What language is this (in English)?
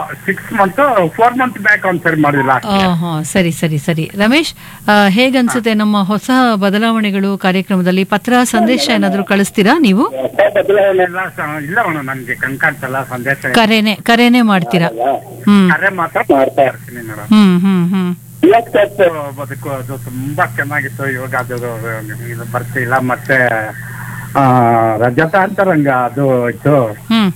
Kannada